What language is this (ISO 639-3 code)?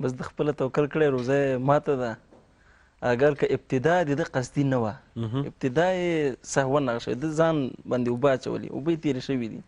pus